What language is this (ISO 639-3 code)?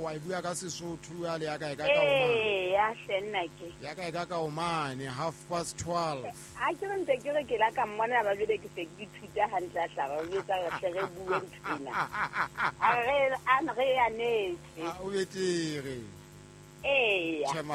sot